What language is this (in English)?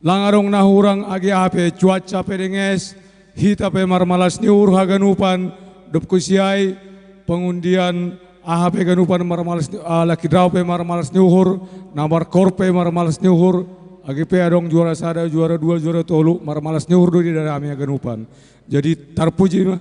Batak Simalungun